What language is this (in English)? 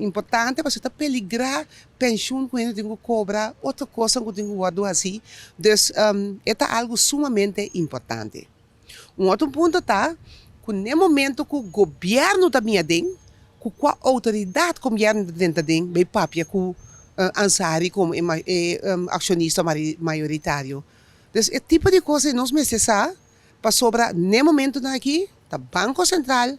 Papiamento